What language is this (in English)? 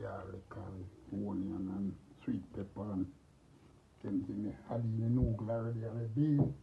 Jamaican Creole English